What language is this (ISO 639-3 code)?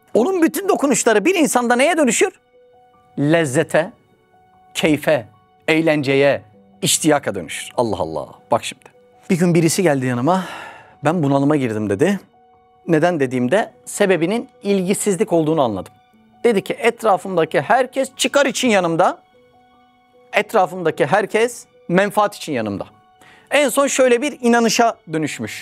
tur